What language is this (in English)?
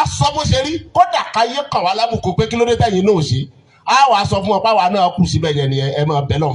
Yoruba